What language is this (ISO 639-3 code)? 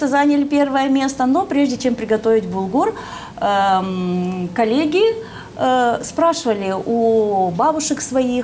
gag